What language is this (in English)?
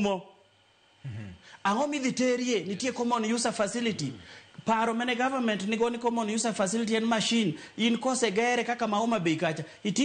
Luo (Kenya and Tanzania)